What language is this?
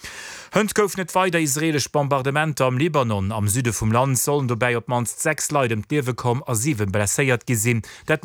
Luxembourgish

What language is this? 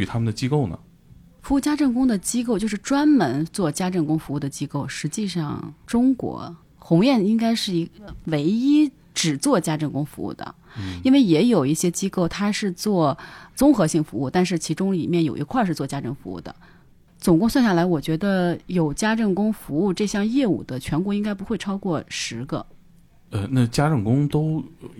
Chinese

